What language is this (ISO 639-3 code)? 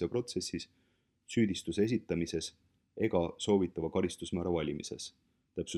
est